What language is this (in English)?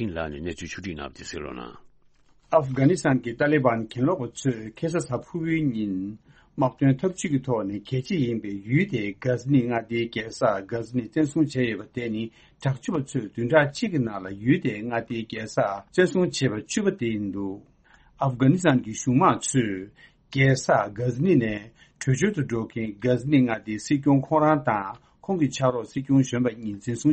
Tibetan